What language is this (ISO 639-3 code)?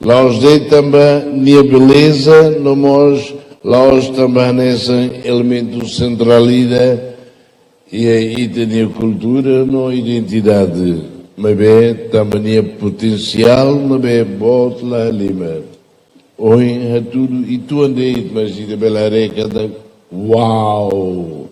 tet